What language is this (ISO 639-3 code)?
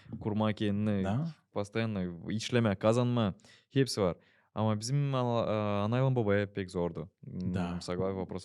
gag